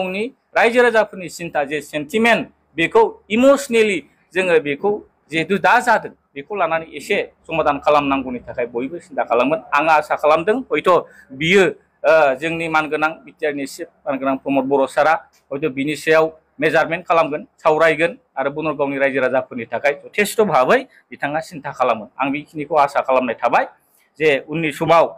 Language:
Bodo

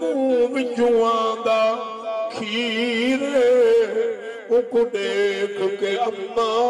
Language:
Saraiki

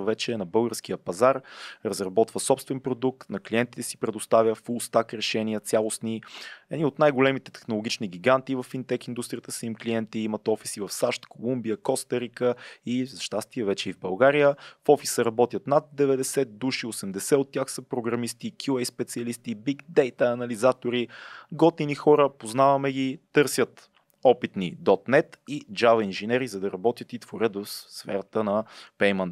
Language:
Bulgarian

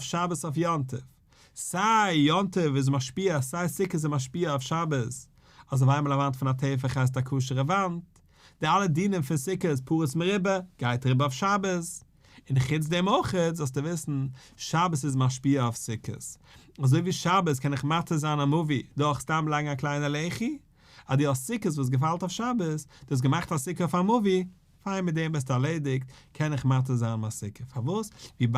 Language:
Yiddish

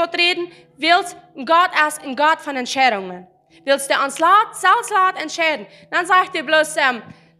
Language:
Plautdietsch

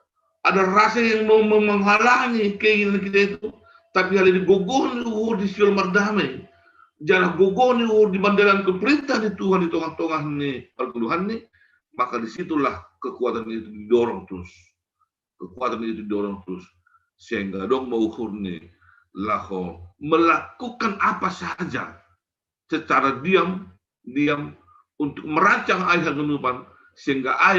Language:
Batak Simalungun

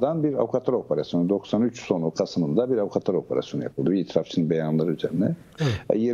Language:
Turkish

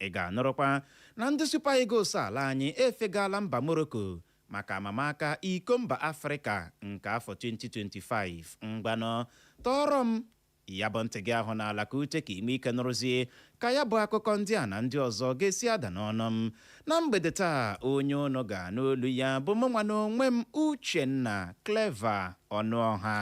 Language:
Igbo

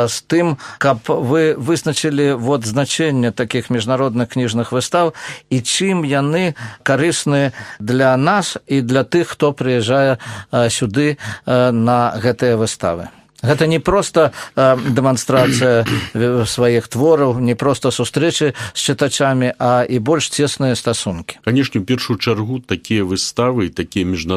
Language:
Belarusian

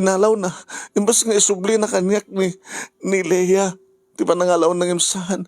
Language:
Iloko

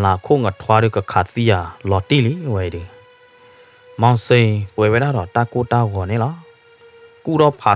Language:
S'gaw Karen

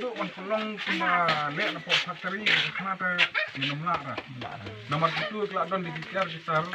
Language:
Khasi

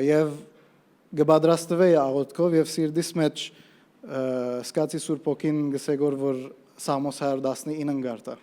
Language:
Western Armenian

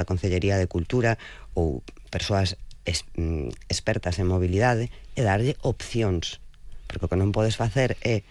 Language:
Galician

